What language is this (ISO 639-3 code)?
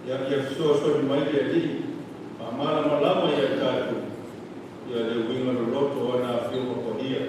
smo